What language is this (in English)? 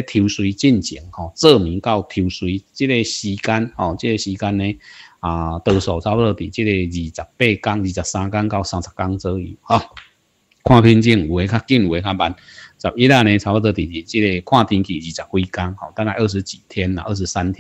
Min Nan Chinese